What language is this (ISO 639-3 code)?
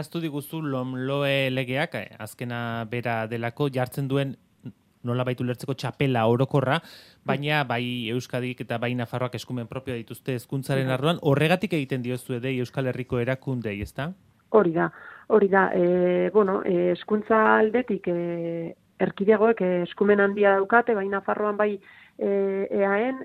eus